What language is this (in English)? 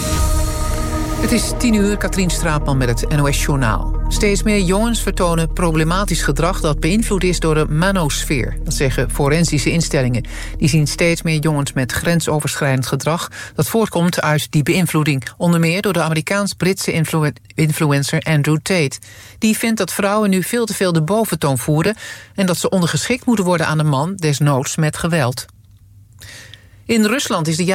Dutch